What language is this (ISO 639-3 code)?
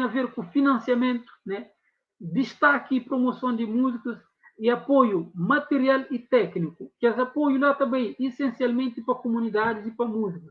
kea